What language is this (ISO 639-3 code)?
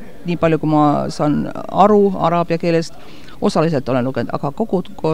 est